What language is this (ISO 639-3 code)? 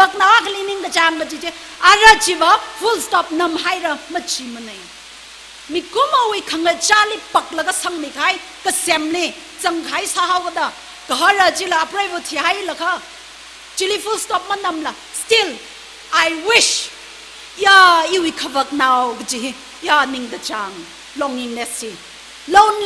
nmf